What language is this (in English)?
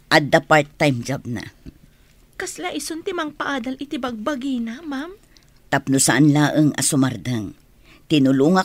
Iloko